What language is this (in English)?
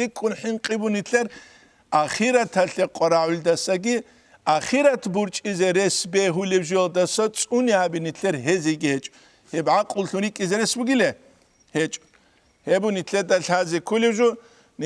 Avaric